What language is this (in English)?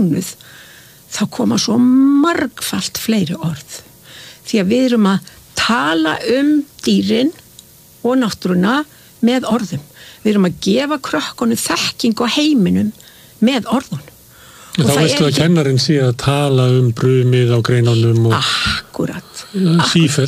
Icelandic